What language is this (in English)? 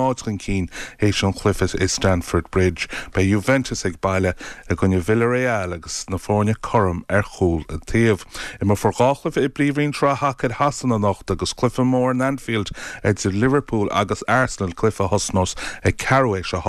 Irish